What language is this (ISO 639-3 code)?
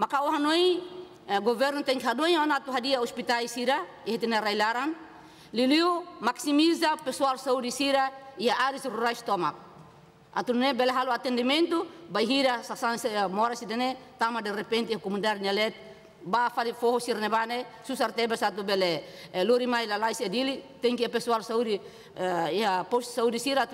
tet